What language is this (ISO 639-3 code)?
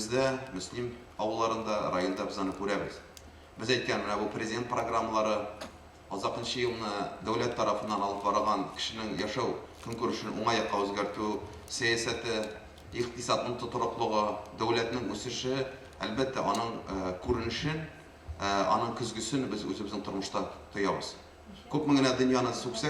tat